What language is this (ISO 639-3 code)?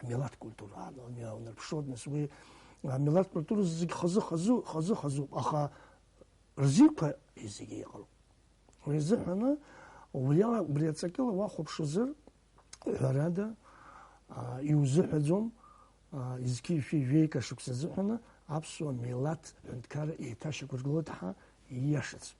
abk